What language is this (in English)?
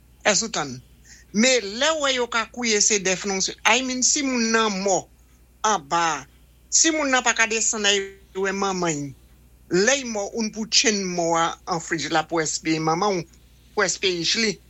Saint Lucian Creole French